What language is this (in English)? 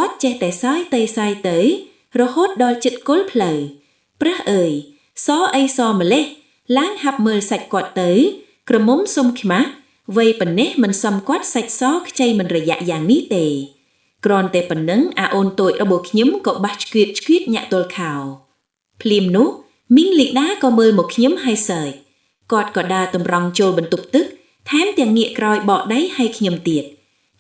Khmer